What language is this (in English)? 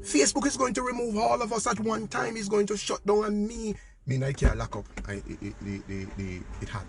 Jamaican Creole English